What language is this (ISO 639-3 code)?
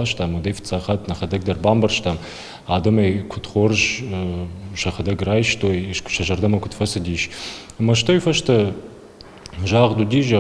oss